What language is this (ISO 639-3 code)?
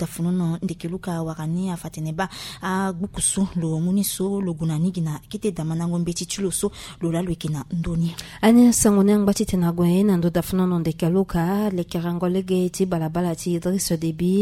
sag